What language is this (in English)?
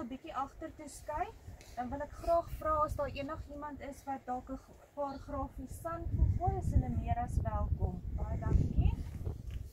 Afrikaans